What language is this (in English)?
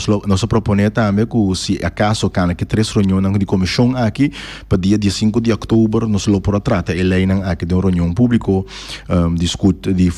Papiamento